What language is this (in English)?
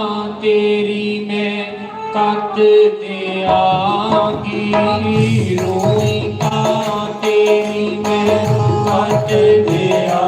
Dogri